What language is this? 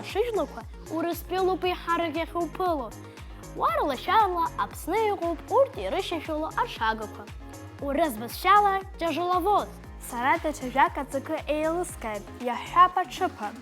Abkhazian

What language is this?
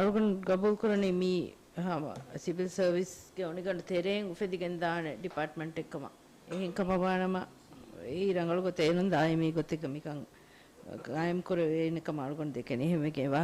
Divehi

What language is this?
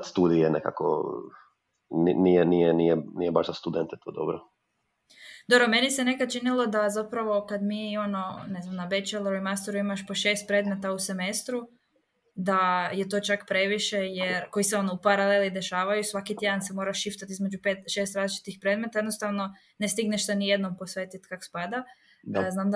Croatian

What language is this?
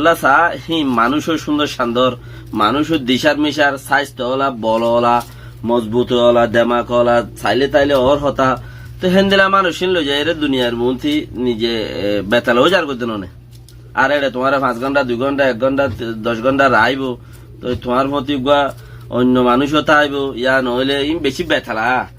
Rohingya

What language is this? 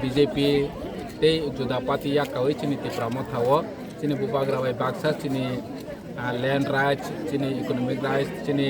Kok Borok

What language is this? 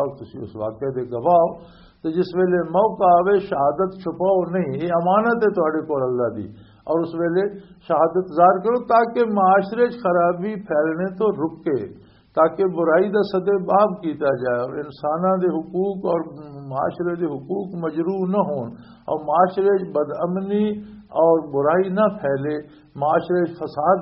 Western Panjabi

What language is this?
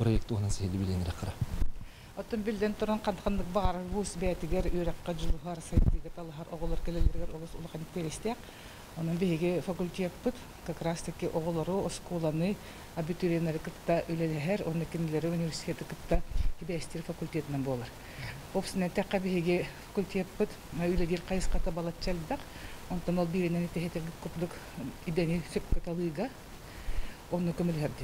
Yakut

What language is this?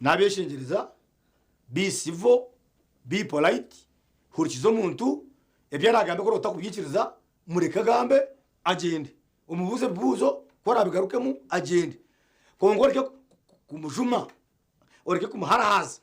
Nyankole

